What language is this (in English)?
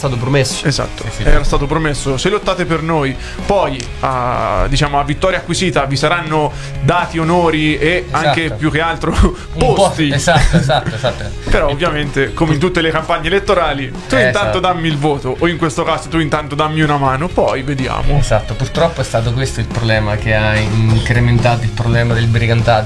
Italian